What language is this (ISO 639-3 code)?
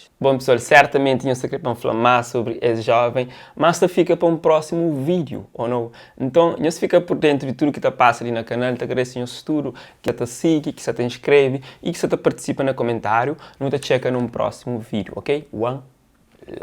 kea